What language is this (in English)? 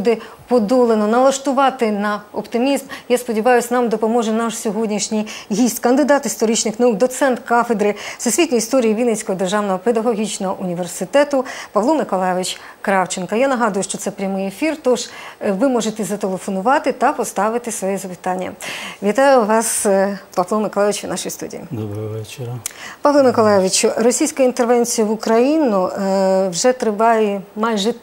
Ukrainian